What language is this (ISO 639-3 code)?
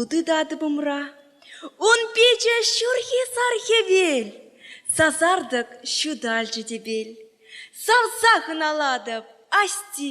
chv